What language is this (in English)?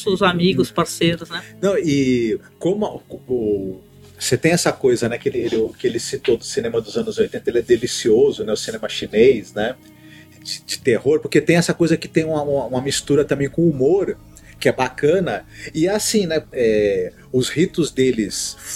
Portuguese